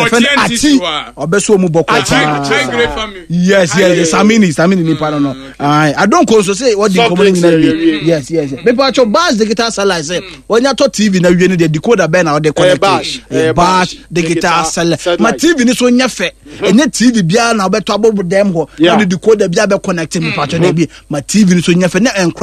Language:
Akan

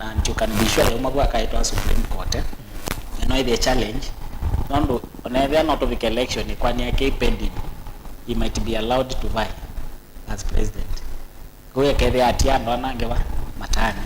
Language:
Kamba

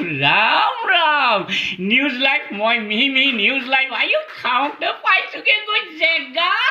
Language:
Assamese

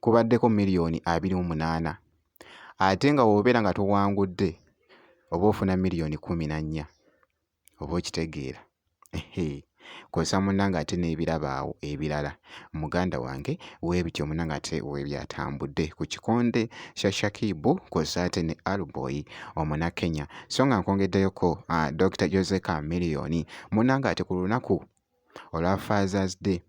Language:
Ganda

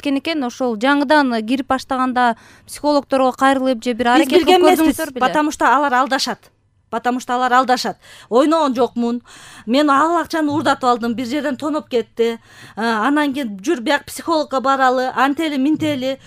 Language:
Kyrgyz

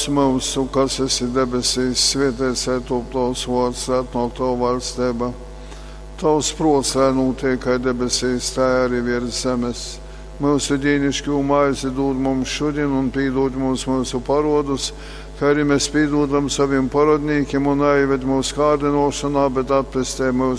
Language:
Latgalian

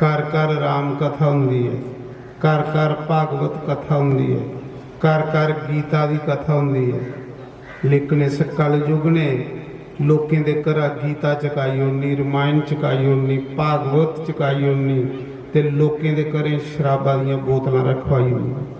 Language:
Dogri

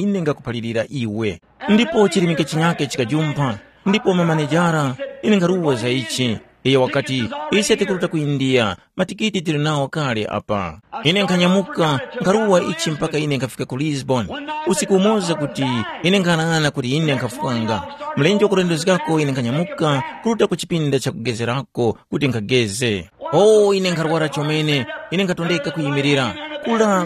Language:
Tumbuka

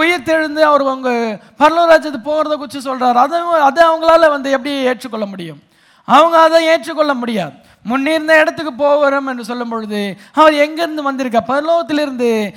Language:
Tamil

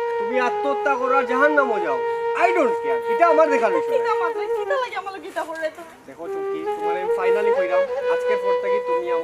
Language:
Sylheti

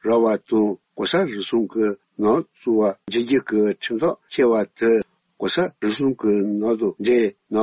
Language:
Tibetan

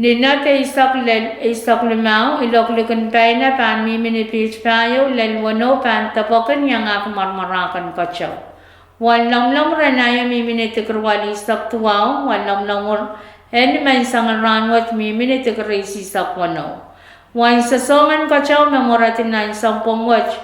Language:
Pohnpeian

